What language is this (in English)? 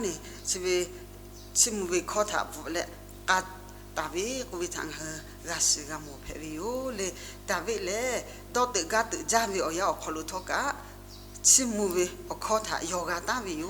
Lahu